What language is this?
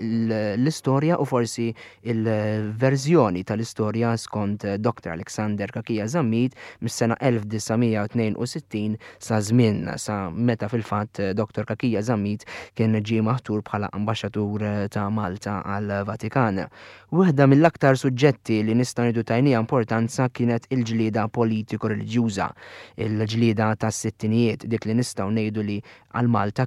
Maltese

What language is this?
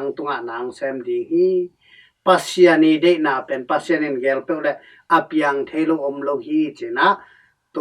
Tedim Chin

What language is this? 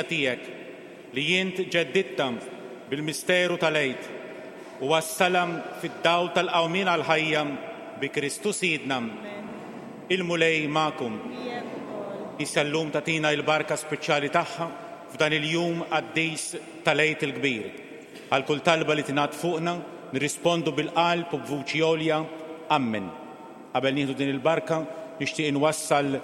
Maltese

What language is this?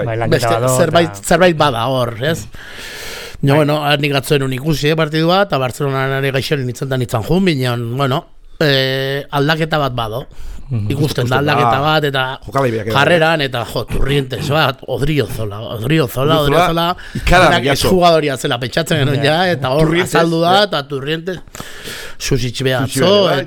Basque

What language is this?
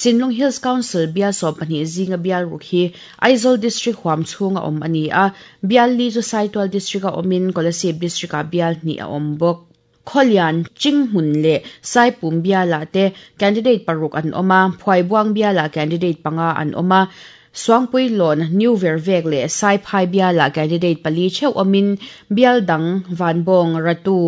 Mizo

